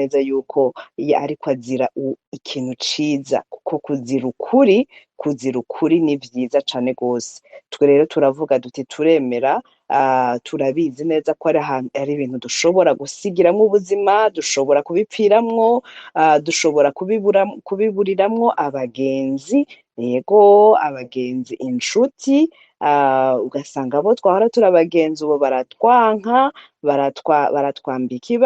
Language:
Rundi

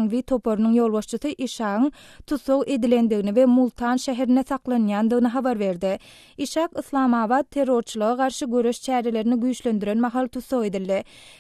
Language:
Turkmen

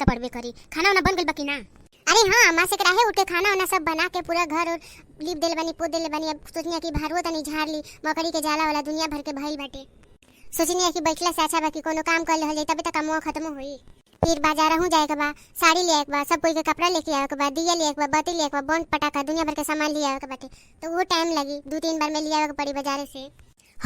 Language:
Bhojpuri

